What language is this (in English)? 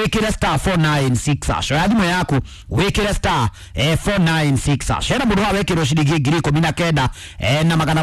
Kikuyu